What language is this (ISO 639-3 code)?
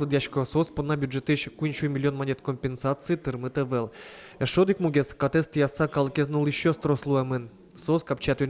udm